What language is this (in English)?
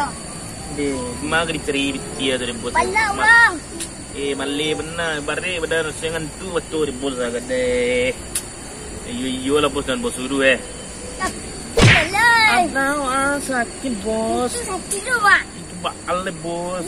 Minangkabau